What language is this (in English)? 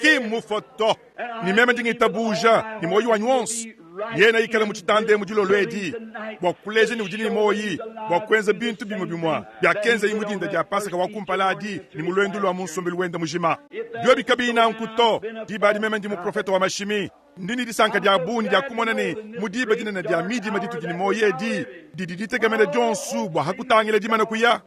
Luba-Lulua